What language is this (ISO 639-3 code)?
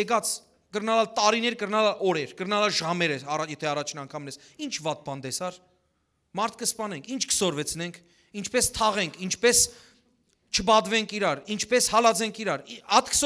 hyw